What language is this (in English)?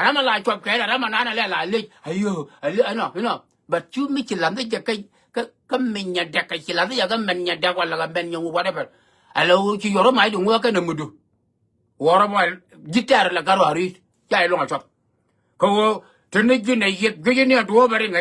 Nuer